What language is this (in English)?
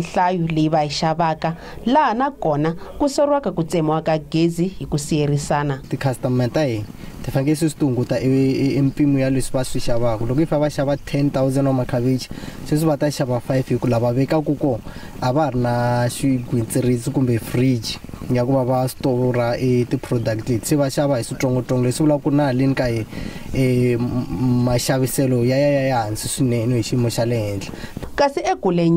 Tsonga